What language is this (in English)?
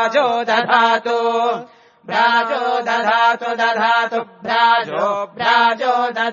Sanskrit